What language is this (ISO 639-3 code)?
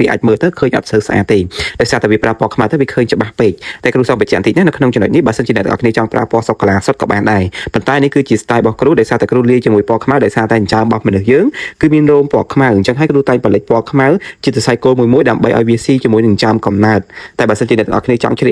khm